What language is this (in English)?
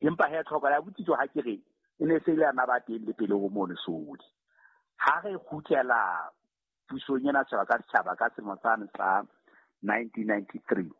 Southern Sotho